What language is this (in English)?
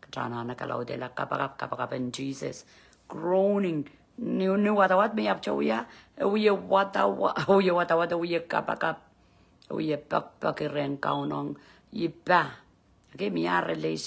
Pohnpeian